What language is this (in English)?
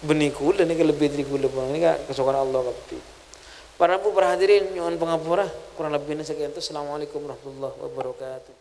Madurese